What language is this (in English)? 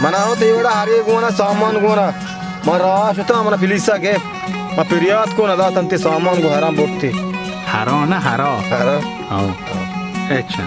Baluchi